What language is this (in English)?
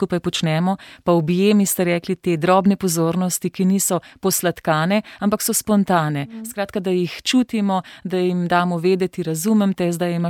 Slovenian